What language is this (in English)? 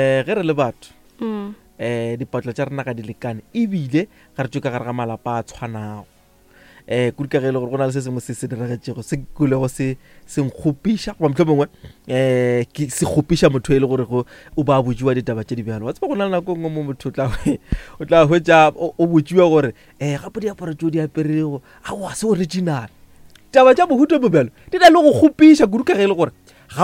Northern Sotho